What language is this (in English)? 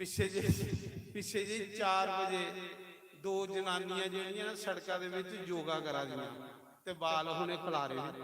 Dogri